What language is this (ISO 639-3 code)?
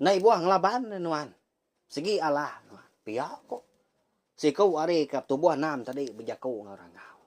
iba